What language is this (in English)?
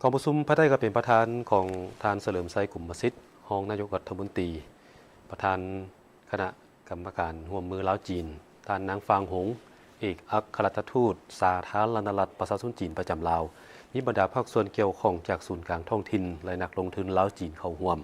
Lao